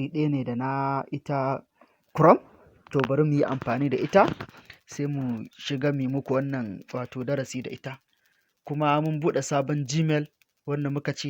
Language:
Hausa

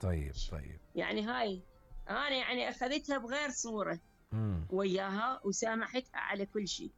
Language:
Mesopotamian Arabic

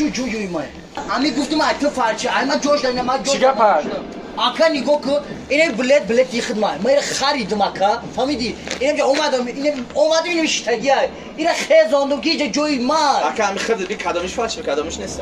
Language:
Tajik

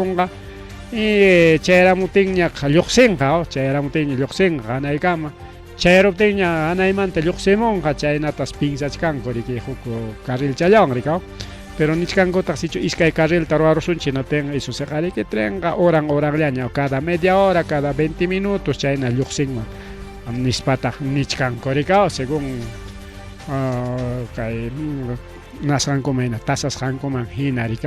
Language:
Ayacucho Quechua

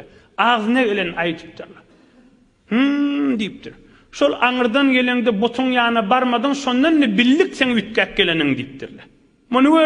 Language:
Turkmen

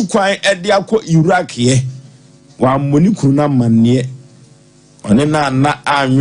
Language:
Akan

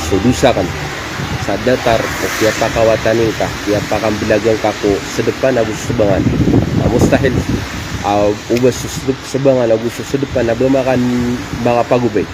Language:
Maranao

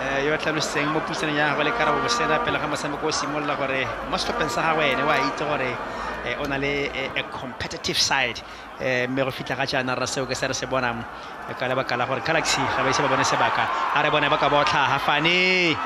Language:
Tswana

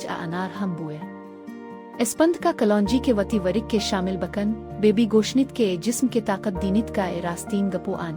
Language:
Baluchi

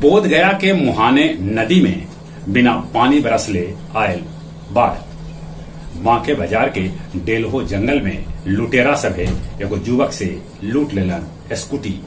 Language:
Magahi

